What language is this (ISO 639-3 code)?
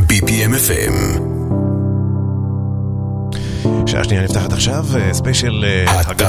heb